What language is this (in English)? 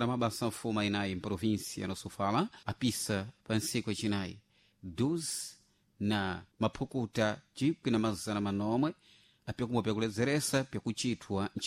Sena